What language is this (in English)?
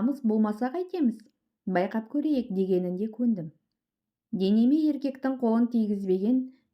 Kazakh